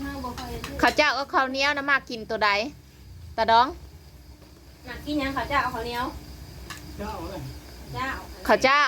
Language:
Northeastern Thai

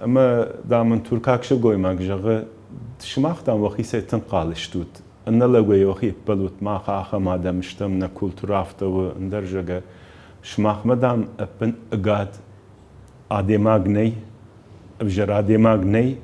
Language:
Ossetic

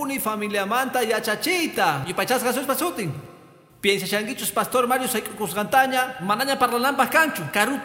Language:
Quechua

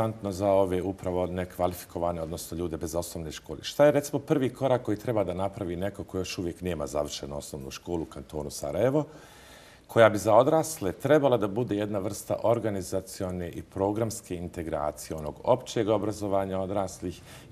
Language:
Bosnian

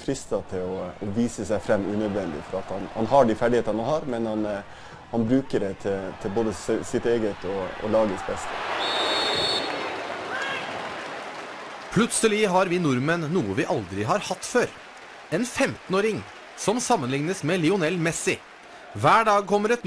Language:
Norwegian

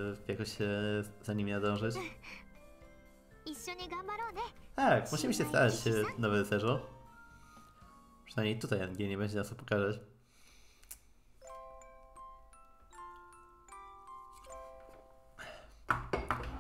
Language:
Polish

